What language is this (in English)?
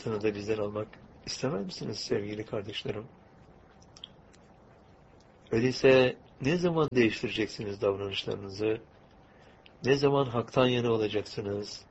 Turkish